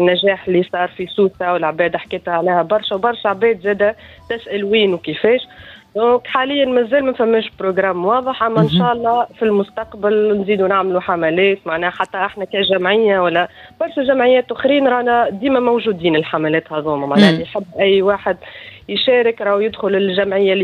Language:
Tunisian Arabic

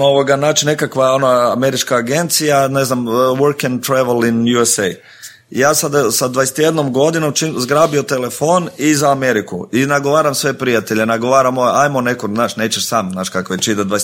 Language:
Croatian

